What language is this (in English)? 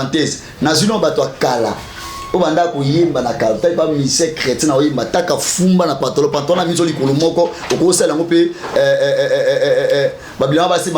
Lingala